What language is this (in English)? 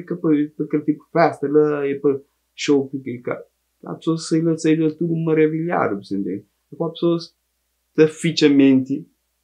Kabuverdianu